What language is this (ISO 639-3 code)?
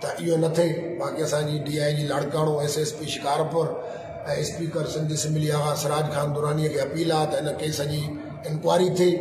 snd